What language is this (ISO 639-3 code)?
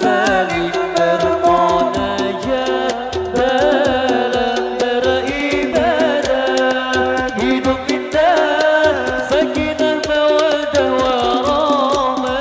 bjn